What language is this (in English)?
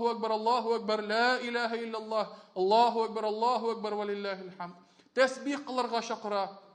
Tatar